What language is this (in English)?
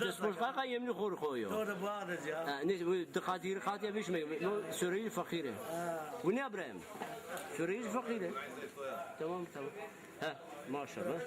Zaza